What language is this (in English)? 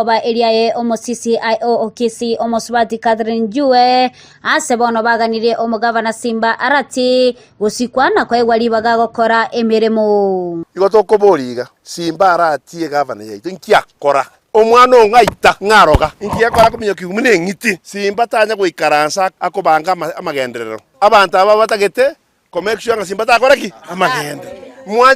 Gusii